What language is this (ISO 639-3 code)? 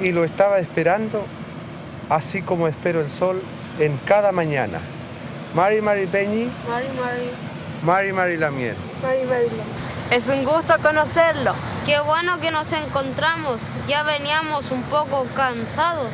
arn